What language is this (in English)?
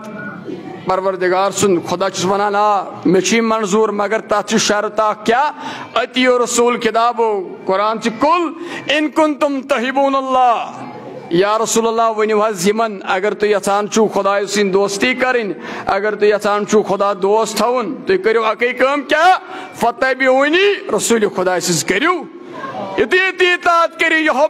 Kashmiri